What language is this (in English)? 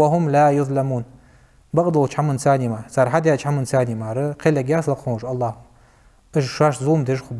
Ingush